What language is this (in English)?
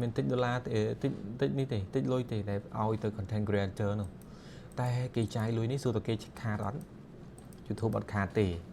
Khmer